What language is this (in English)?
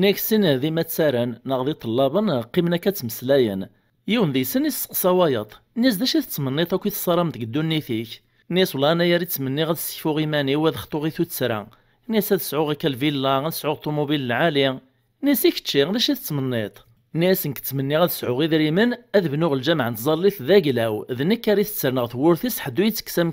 Kabyle